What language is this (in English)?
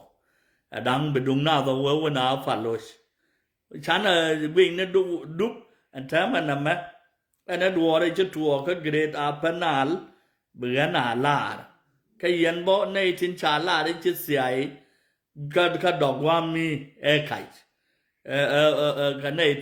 Nuer